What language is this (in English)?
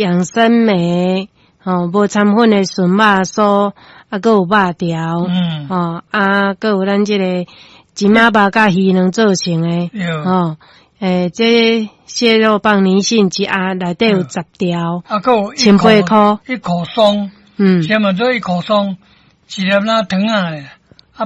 Min Nan Chinese